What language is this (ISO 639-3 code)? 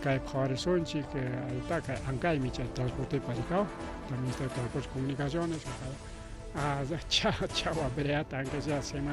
quy